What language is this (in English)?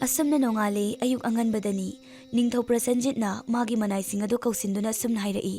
Manipuri